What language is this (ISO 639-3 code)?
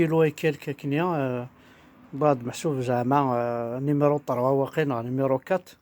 kab